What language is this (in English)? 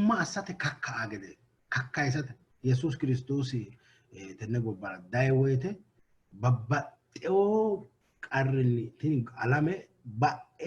Sidamo